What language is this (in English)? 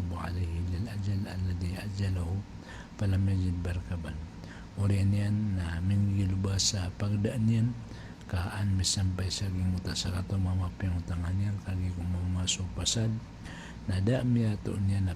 Maranao